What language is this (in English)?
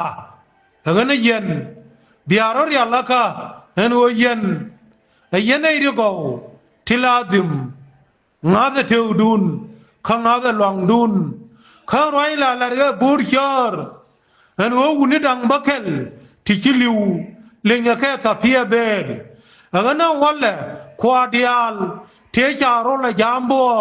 Nuer